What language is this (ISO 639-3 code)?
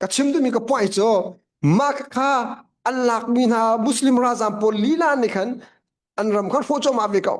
cnh